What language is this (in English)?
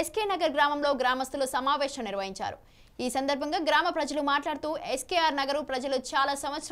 Telugu